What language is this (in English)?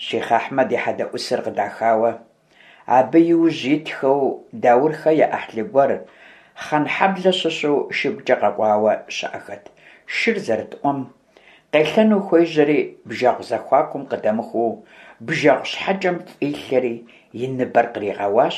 Kabardian